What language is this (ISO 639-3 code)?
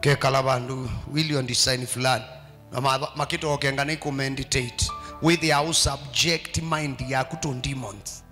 kam